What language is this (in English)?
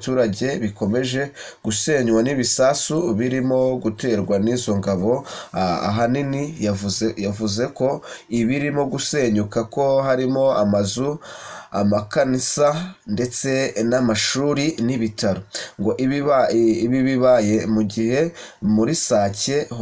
Kinyarwanda